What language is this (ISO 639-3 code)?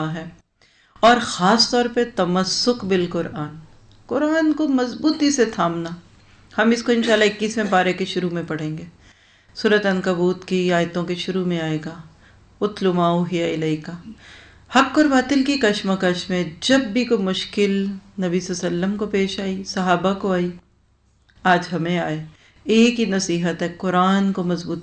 urd